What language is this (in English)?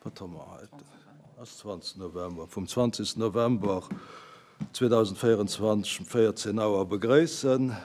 Luxembourgish